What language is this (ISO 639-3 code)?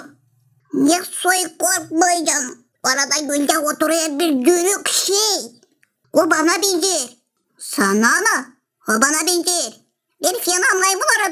gag